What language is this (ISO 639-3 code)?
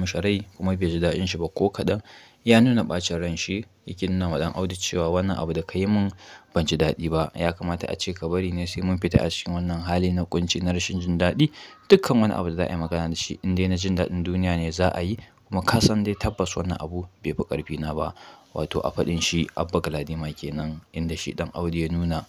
hau